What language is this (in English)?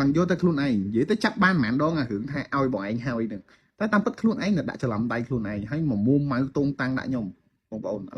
Khmer